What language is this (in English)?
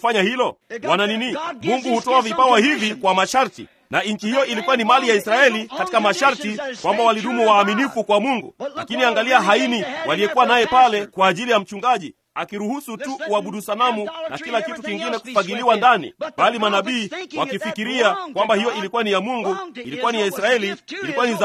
Swahili